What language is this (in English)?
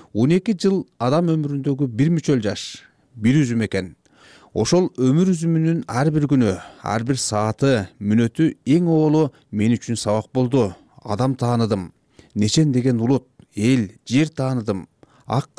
Kyrgyz